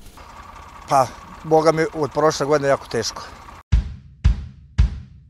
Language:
Serbian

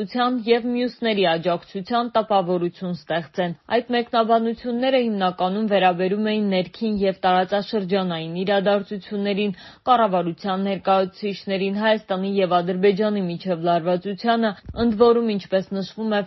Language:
Armenian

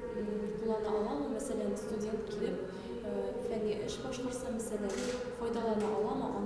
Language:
Tatar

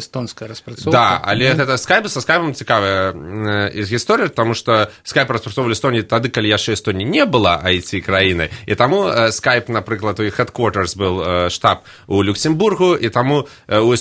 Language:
Belarusian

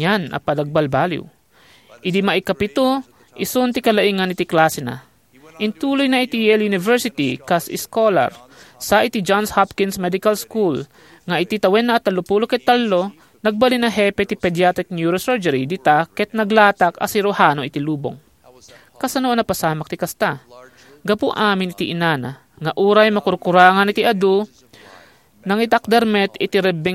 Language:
Iloko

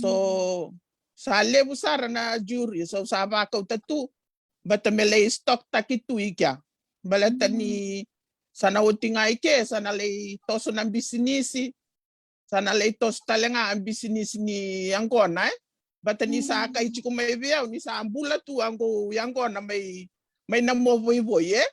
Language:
Fijian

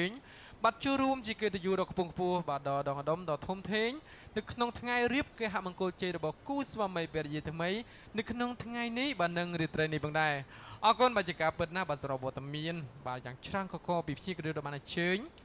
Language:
Khmer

